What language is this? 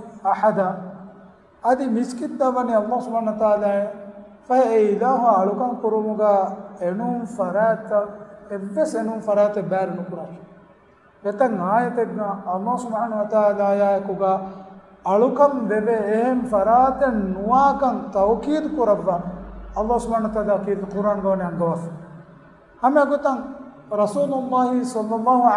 Divehi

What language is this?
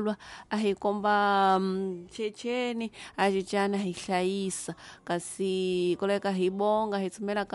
Tsonga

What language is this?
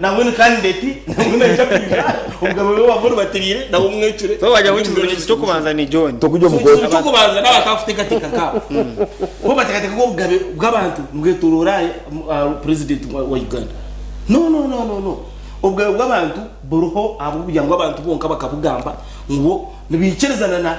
Nyankole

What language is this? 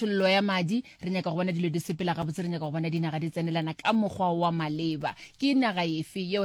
Northern Sotho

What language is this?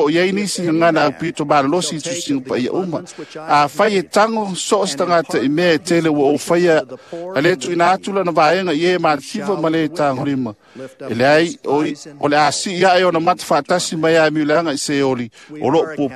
Samoan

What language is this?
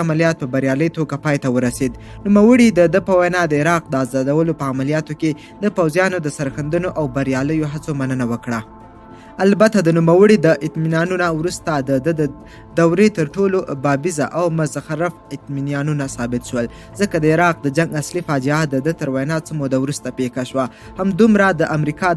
Pashto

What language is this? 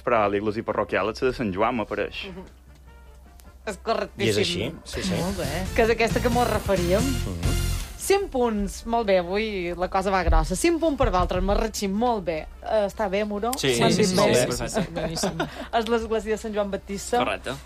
Catalan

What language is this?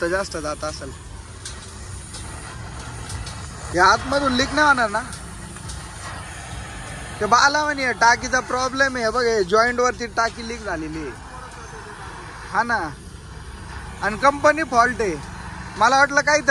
Marathi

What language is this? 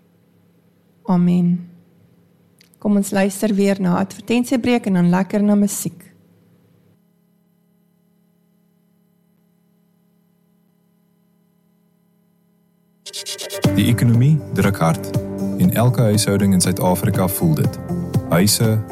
Afrikaans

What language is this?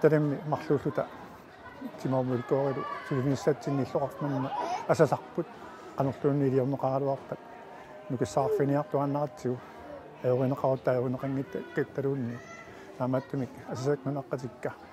Kalaallisut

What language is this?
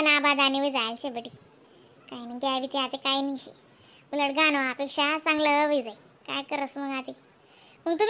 Khandesi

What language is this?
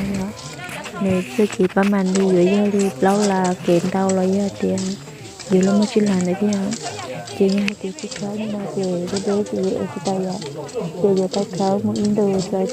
Hmong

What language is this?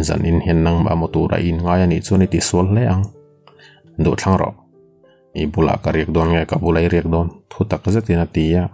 Mizo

